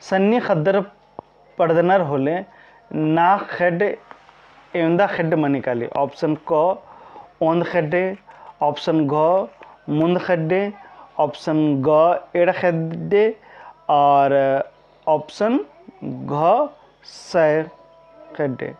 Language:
Kurukh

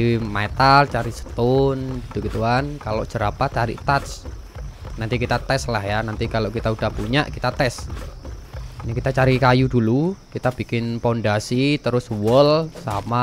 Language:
Indonesian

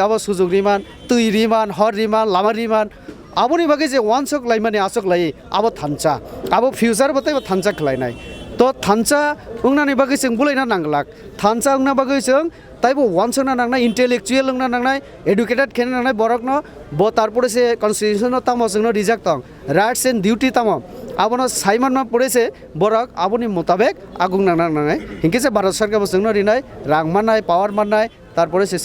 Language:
Kok Borok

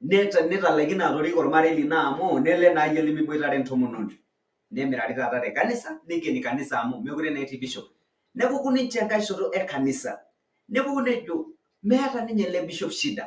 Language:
Masai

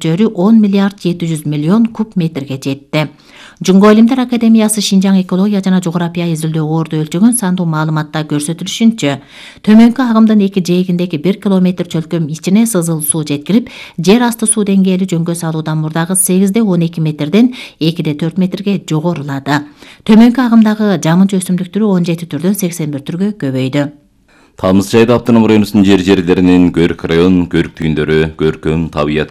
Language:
Kyrgyz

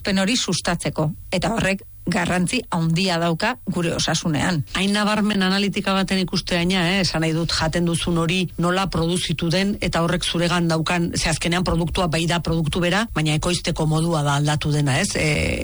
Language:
Basque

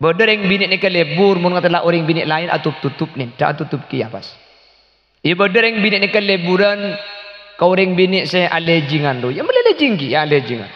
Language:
Madurese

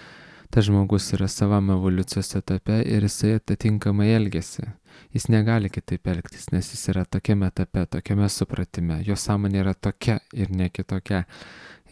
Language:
Lithuanian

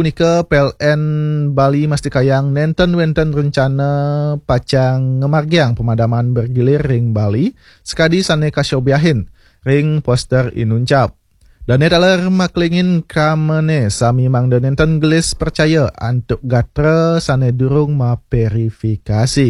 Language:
Balinese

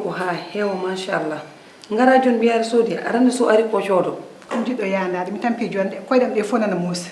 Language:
Fula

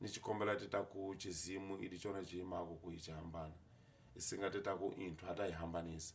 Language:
Tsonga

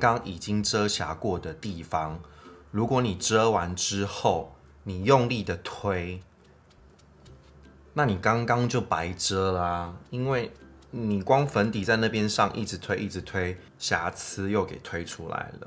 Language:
Chinese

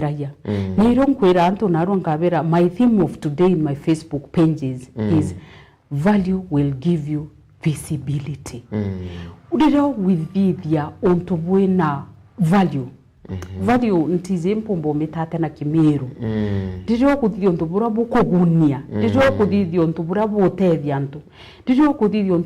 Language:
Meru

